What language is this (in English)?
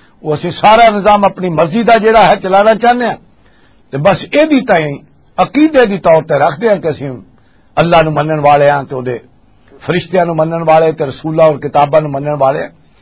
Western Panjabi